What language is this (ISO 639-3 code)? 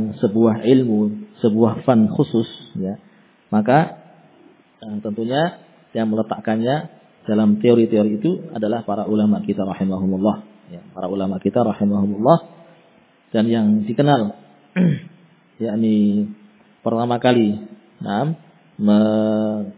ind